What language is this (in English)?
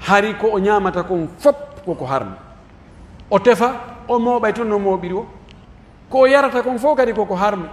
Pular